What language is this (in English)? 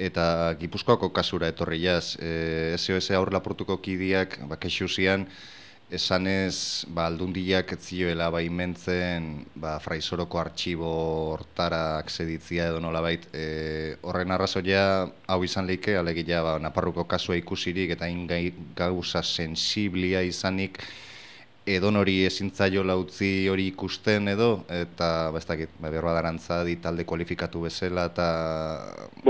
Basque